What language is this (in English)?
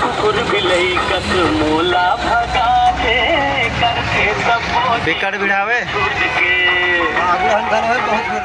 Chhattisgarhi